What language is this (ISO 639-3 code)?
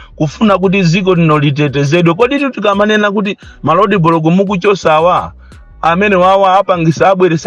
nya